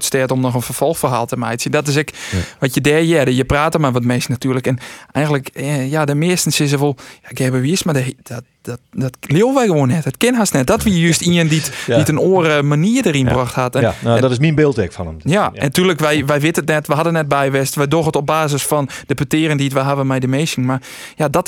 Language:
Western Frisian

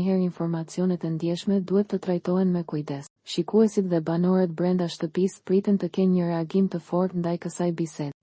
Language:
Albanian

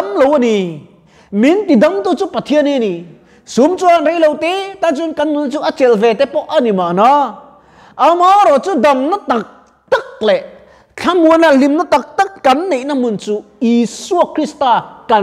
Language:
Mizo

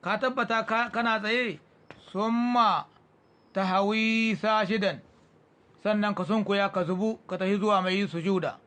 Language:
Hausa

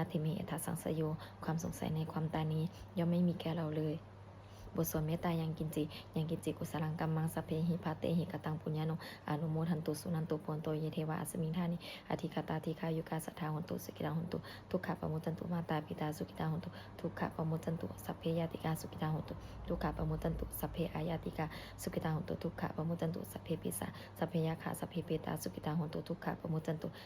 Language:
Pali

